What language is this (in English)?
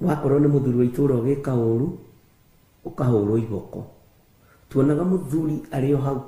Kikuyu